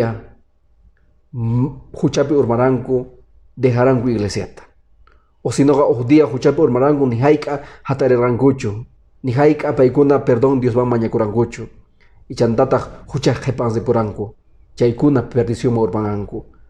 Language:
Quechua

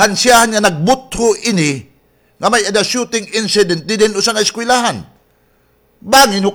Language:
Waray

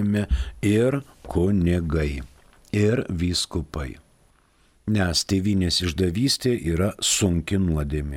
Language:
Lithuanian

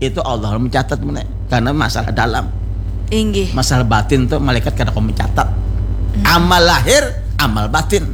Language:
Banjar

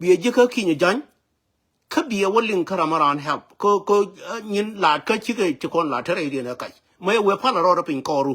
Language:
Nuer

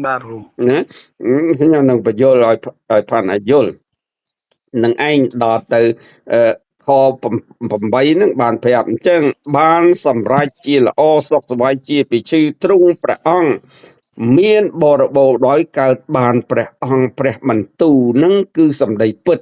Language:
Khmer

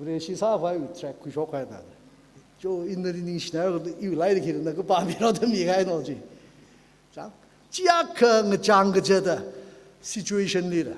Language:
Tangkhul Naga (India)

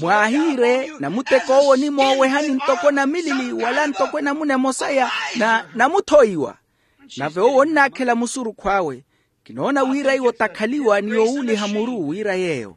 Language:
Makhuwa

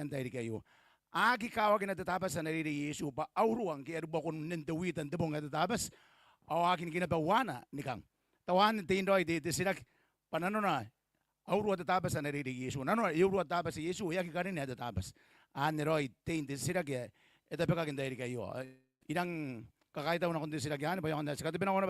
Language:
Gilbertese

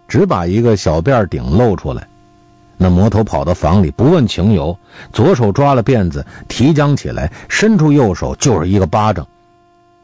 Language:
Chinese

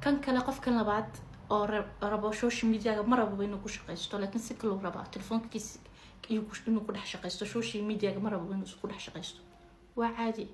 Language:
Somali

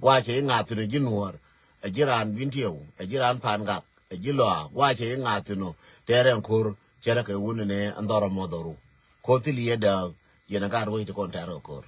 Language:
Nuer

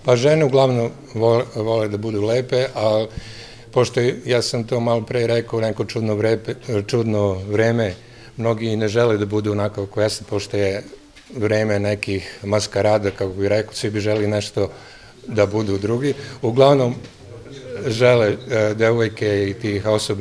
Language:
Serbian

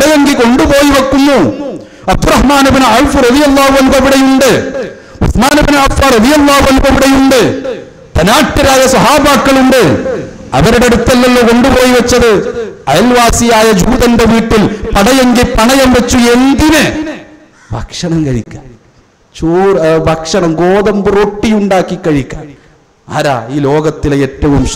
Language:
Malayalam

